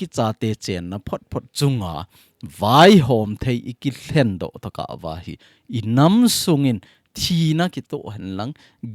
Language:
Thado Chin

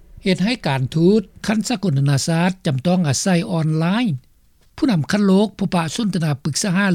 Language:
Lao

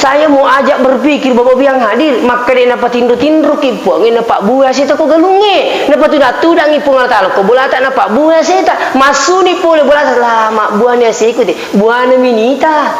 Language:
Buginese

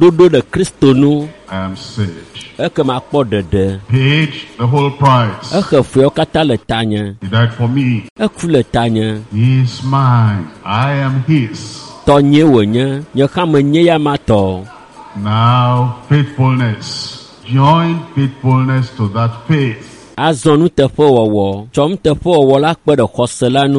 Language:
Ewe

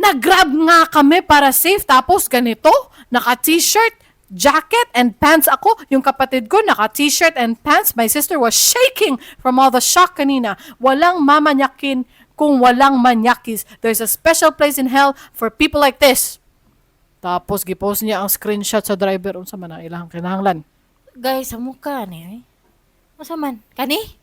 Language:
Cebuano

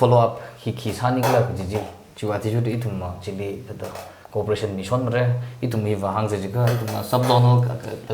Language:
Tangkhul Naga (India)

